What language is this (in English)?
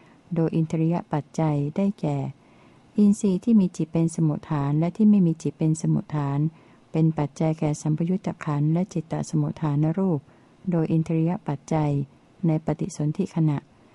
Thai